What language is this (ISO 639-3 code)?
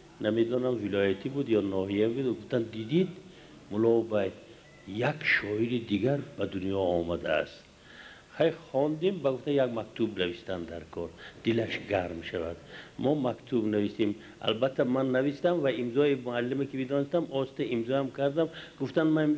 tgk